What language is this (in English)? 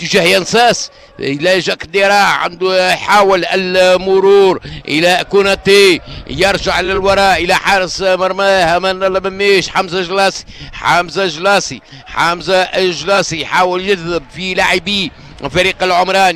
Tunisian Arabic